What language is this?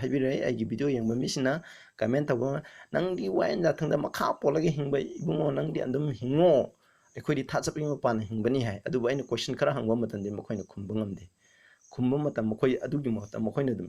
Manipuri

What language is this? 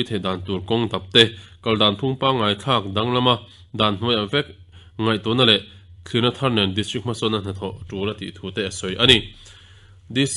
Mizo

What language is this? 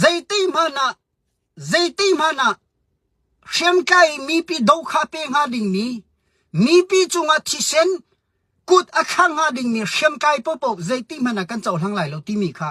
Hakha Chin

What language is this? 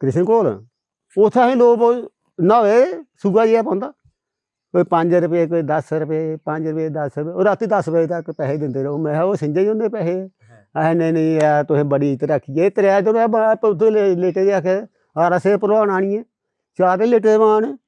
Dogri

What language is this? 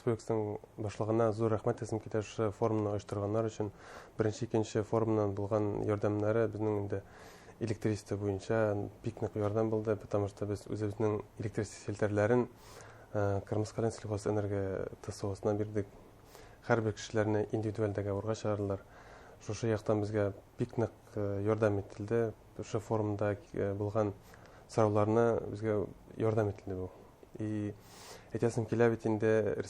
Bashkir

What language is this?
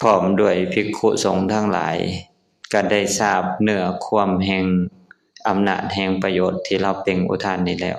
Lao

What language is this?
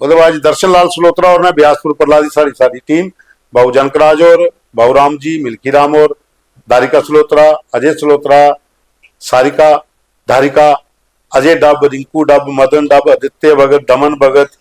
Dogri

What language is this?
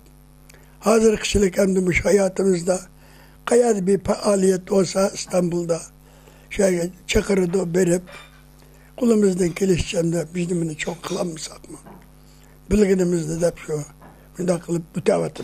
Uyghur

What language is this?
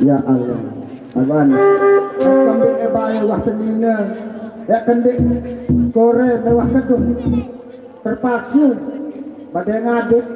Sasak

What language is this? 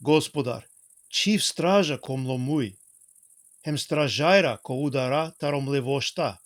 Balkan Romani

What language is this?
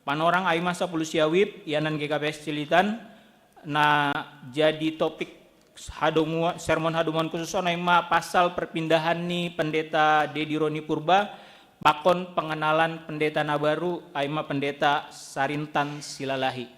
Batak Simalungun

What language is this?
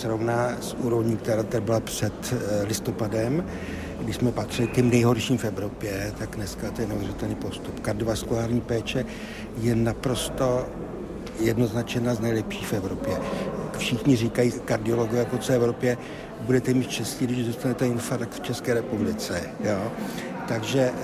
Czech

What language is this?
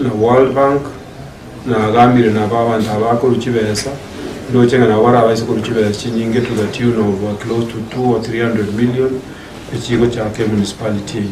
Gusii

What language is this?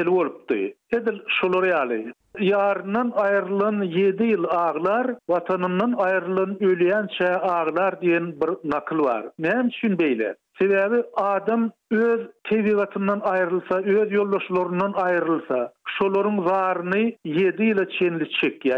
Turkmen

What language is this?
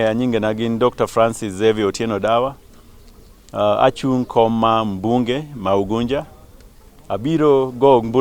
Luo (Kenya and Tanzania)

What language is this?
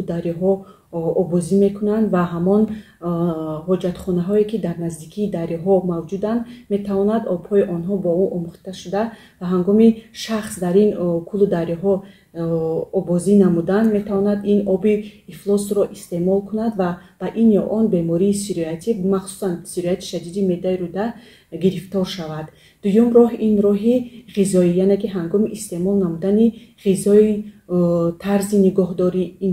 Tajik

